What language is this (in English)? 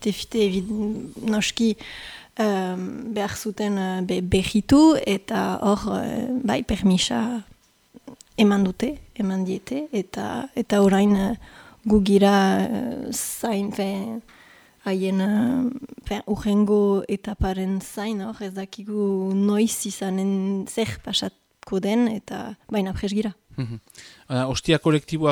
Basque